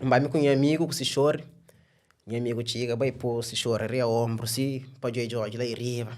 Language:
Kabuverdianu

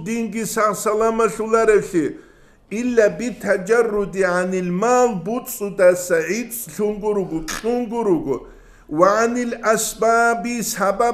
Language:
Avaric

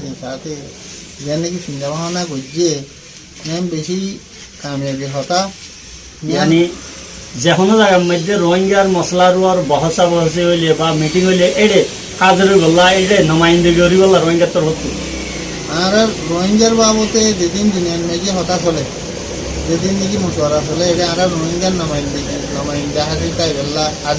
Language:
Rohingya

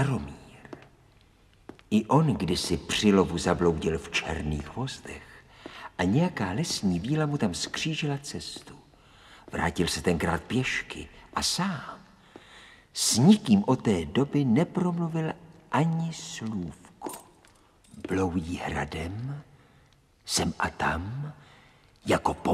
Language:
Czech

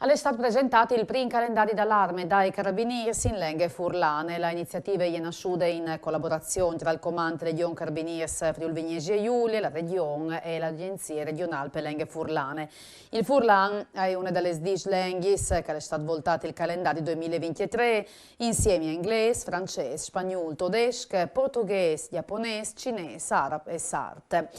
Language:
Friulian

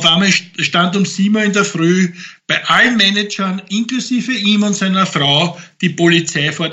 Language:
German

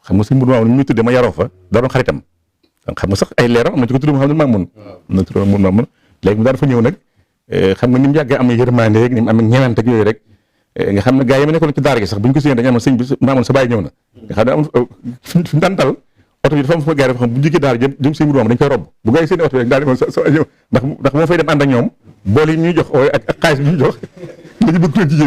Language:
Wolof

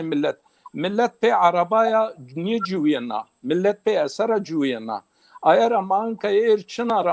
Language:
Zaza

